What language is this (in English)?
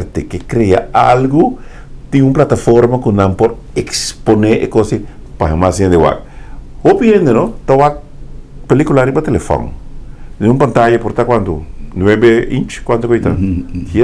Papiamento